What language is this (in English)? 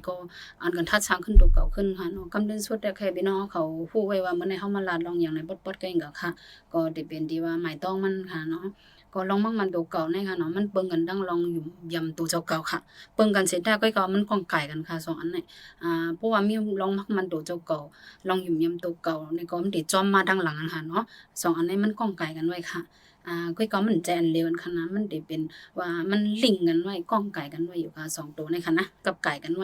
Shan